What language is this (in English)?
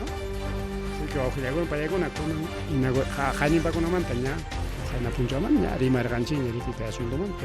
Ayacucho Quechua